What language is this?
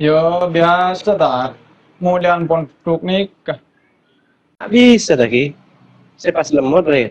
Madurese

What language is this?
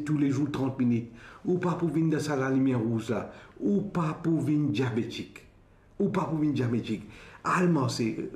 Morisyen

